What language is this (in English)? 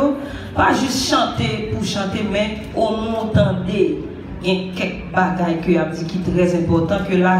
Haitian Creole